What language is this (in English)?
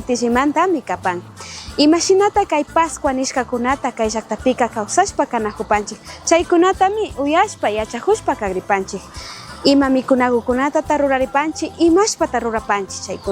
Chimborazo Highland Quichua